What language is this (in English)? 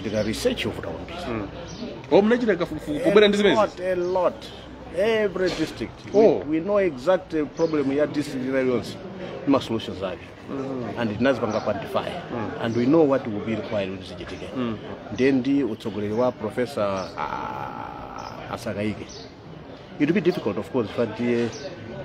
Nyanja